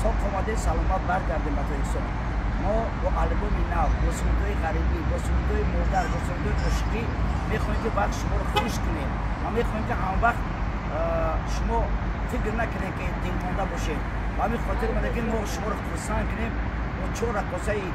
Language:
Tajik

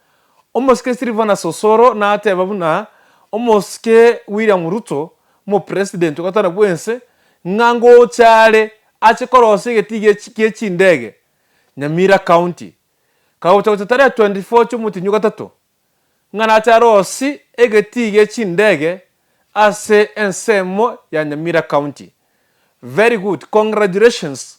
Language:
Gusii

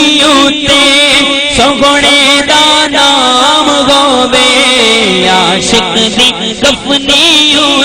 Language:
Saraiki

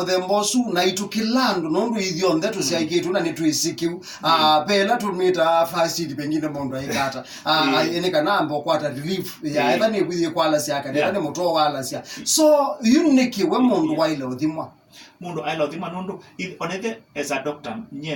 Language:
Kamba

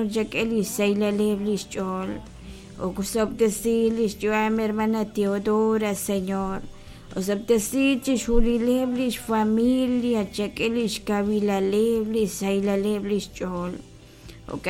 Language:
Kekchí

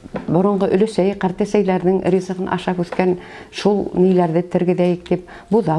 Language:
Bashkir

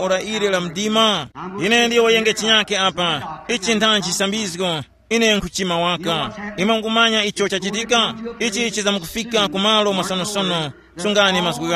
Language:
Tumbuka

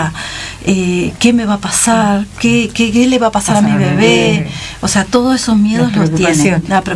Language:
Spanish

